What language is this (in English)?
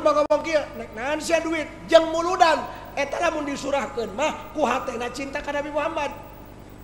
Sundanese